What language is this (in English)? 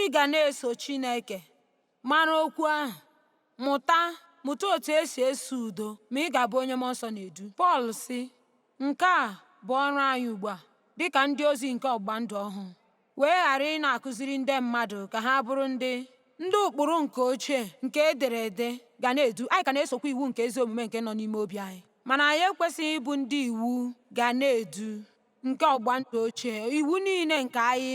Igbo